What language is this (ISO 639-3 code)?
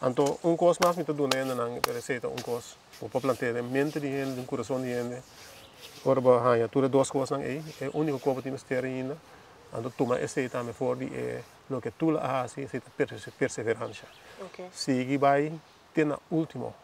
pap